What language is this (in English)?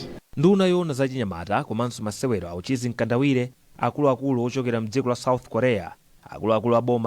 Nyanja